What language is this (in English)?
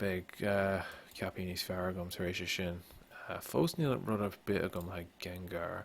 Irish